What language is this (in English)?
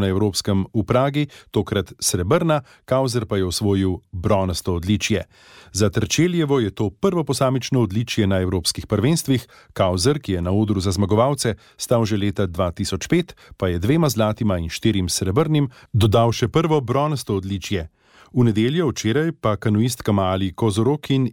Slovenian